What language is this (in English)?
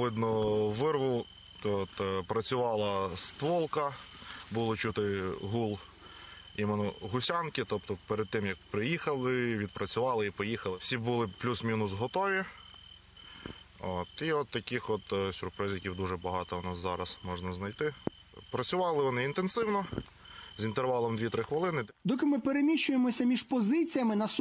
Ukrainian